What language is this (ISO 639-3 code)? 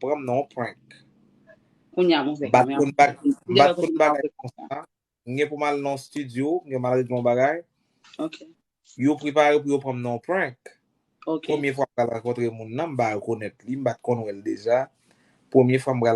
hat